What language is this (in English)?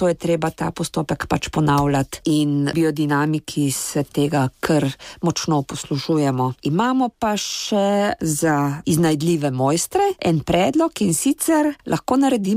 Slovenian